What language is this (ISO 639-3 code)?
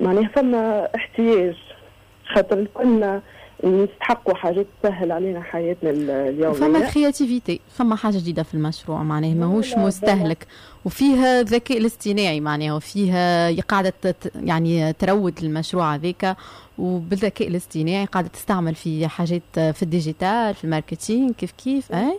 aeb